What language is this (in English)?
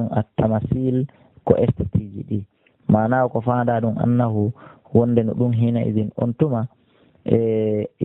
Fula